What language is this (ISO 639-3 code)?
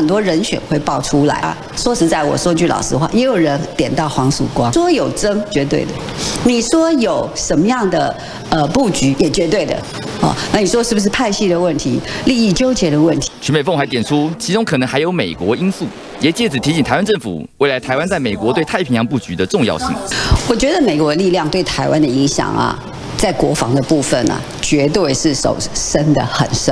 zho